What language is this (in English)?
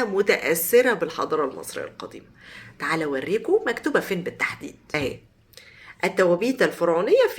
Egyptian Arabic